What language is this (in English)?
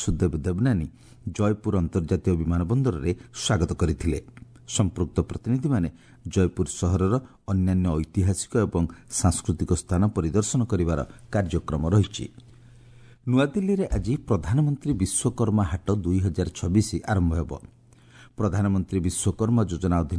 Odia